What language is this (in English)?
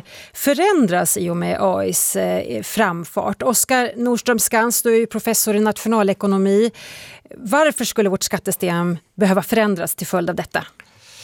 Swedish